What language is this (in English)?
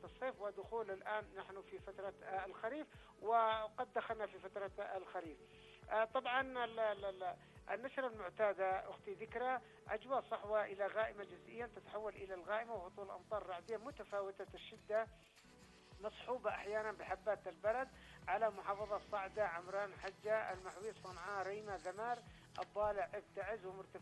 Arabic